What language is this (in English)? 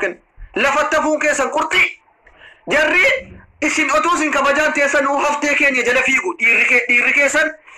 Oromo